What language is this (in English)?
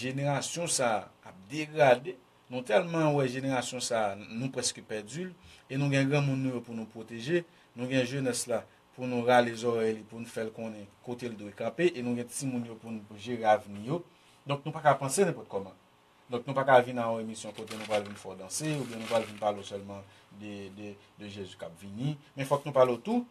Haitian Creole